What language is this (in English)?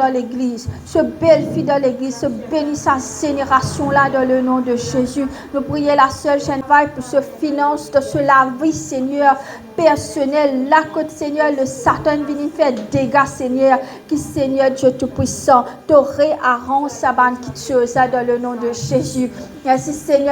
Morisyen